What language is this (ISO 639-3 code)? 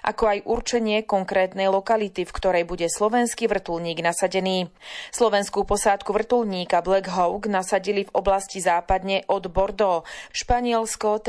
slk